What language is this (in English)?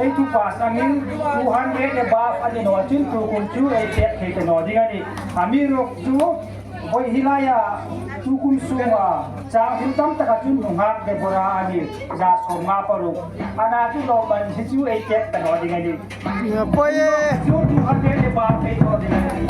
Hmar